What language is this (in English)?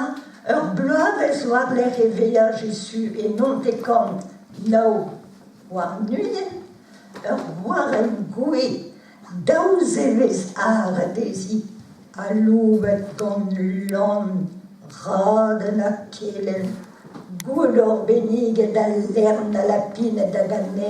Breton